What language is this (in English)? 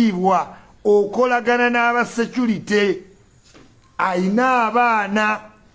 Ganda